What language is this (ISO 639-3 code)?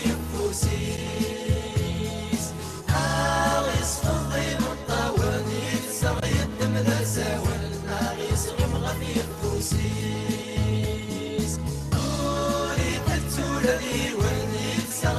kab